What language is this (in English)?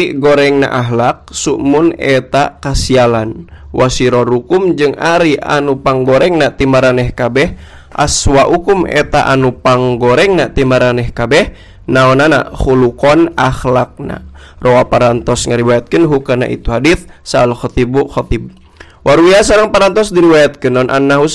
Sundanese